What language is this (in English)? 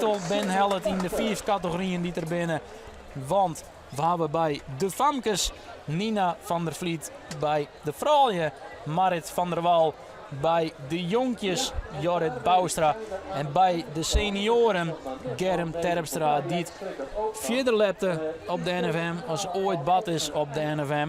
Western Frisian